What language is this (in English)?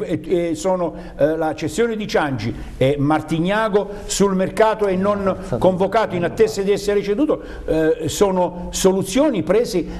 Italian